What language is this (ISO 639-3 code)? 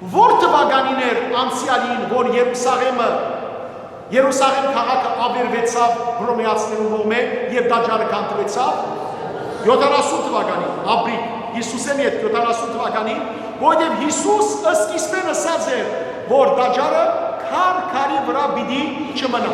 hyw